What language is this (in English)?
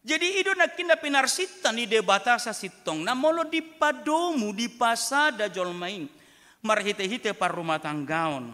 Batak Toba